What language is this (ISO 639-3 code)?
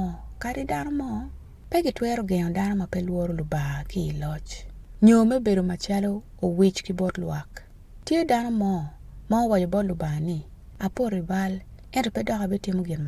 ach